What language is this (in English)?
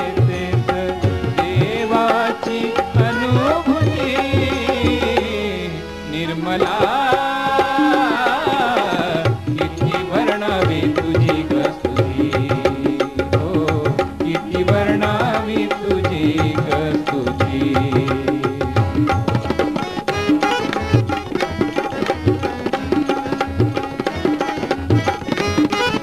Marathi